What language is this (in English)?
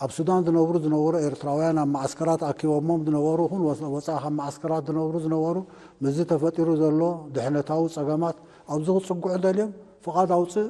Tigrinya